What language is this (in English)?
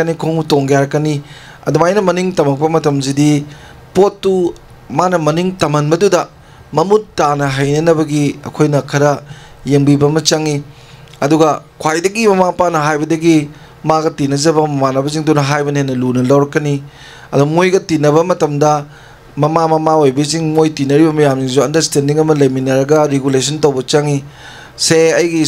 Manipuri